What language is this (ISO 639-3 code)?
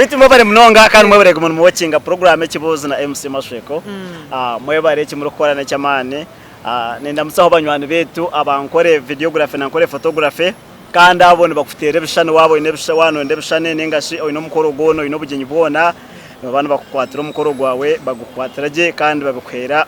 nyn